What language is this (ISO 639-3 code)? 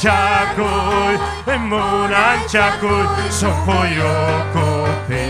quy